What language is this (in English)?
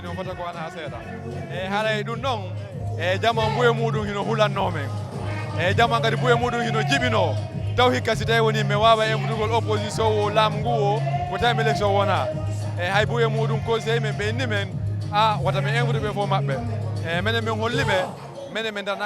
Fula